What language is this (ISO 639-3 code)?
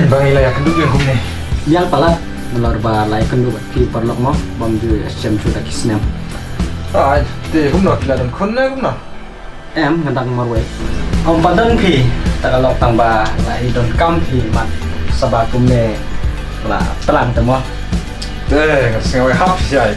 kha